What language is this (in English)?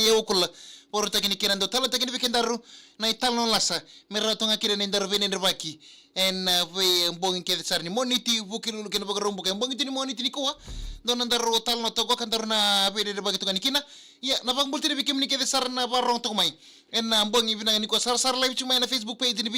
Fijian